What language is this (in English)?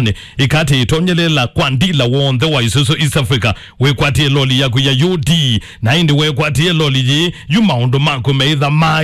Kamba